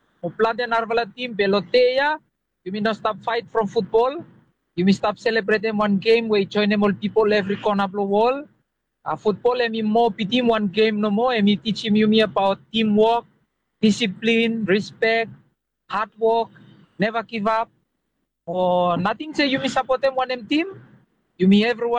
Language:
Bislama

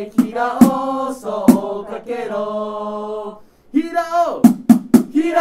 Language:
Japanese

